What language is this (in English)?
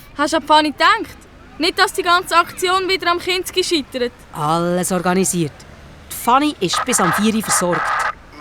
Swiss German